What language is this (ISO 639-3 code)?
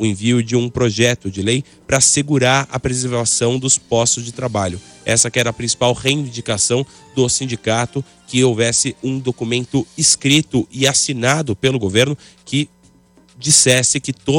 por